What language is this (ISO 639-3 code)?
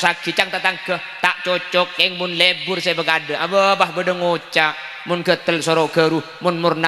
mad